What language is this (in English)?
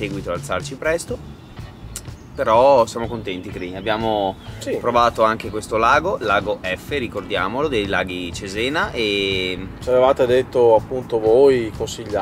Italian